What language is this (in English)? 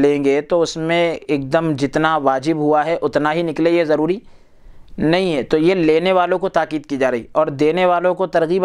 Urdu